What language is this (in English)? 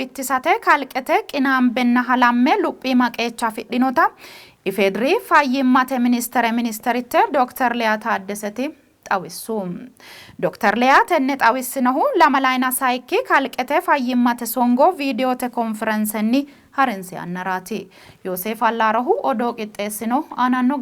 Sidamo